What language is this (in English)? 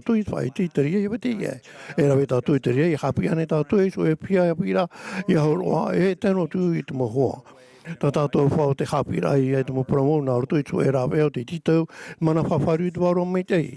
Tahitian